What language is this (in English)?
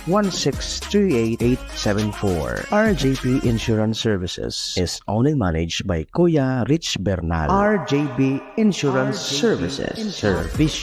Bikol